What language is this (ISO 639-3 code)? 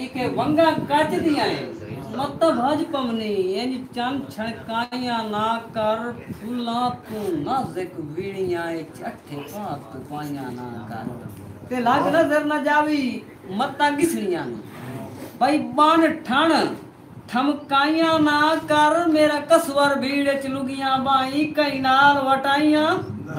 skr